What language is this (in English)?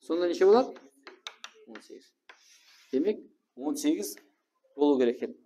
Kara-Kalpak